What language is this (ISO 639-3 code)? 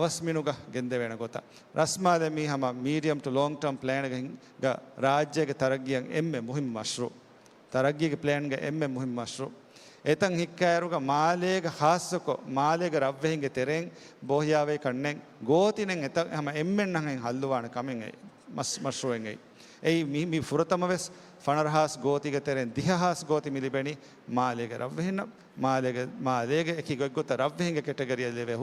div